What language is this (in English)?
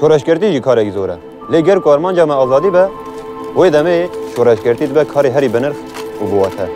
Kurdish